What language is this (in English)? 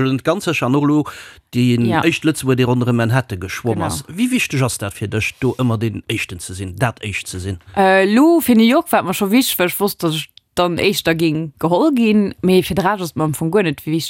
Luxembourgish